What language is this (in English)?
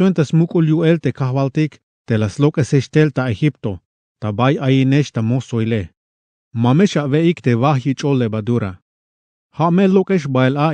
Tzeltal